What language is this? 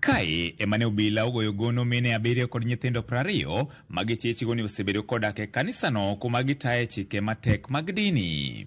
Luo (Kenya and Tanzania)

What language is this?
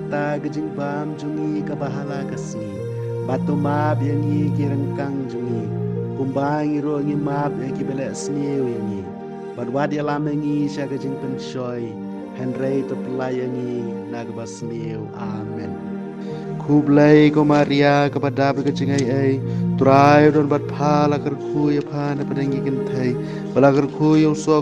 Khasi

